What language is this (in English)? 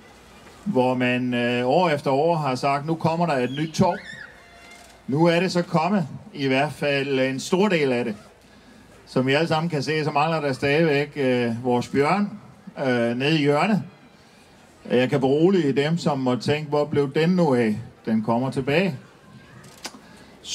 Danish